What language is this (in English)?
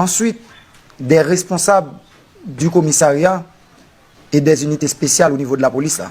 Haitian Creole